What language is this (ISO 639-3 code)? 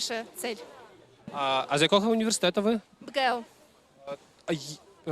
bel